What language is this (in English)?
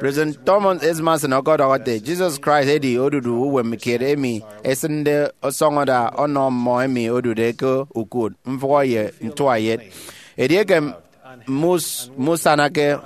Efik